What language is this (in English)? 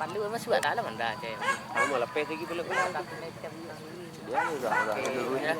Minangkabau